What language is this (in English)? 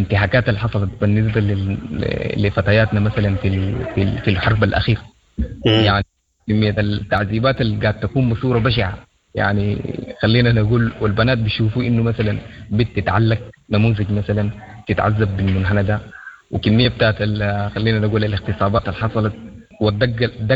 Sudanese Arabic